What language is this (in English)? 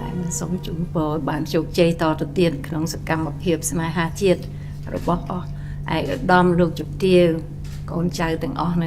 Khmer